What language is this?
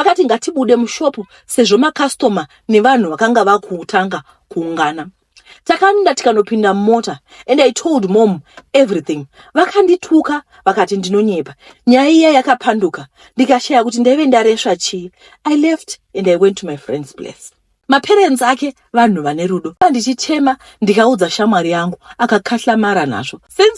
Shona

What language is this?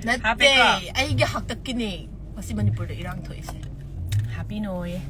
Manipuri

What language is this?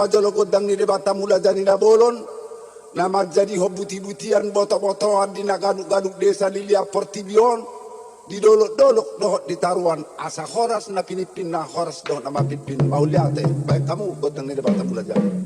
Batak Toba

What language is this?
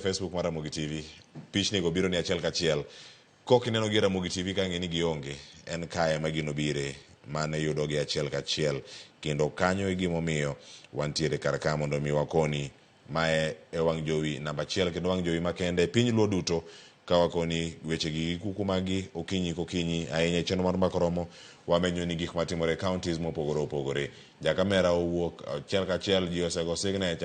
Luo (Kenya and Tanzania)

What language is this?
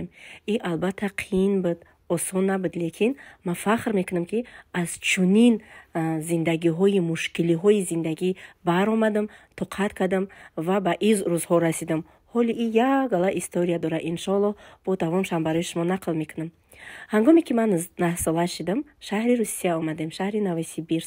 Tajik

